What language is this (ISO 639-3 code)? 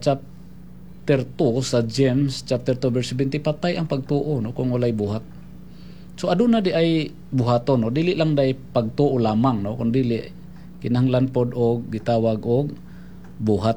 ceb